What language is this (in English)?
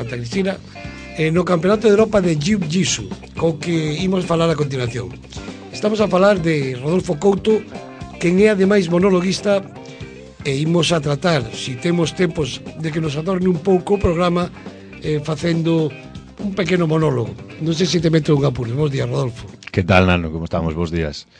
Galician